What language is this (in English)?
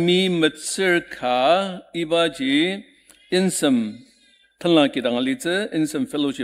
Ao Naga